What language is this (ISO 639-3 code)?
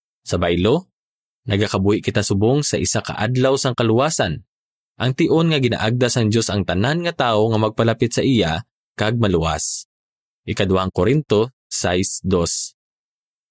hil